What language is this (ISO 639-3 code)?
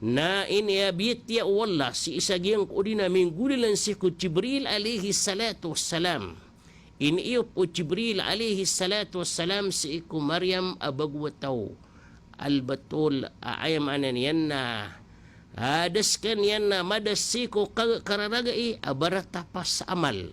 mrw